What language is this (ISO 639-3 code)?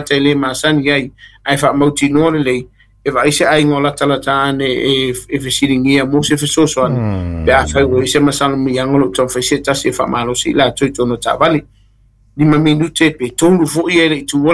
smo